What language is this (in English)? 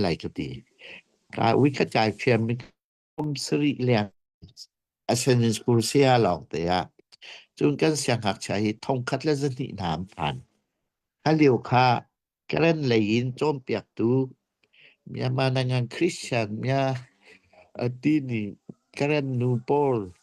Hakha Chin